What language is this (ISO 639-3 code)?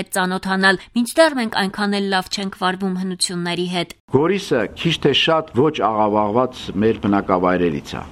hye